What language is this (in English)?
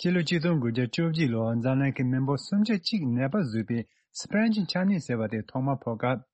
Tibetan